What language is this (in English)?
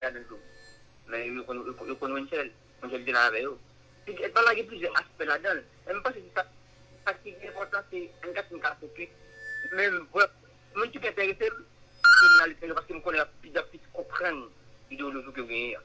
Haitian Creole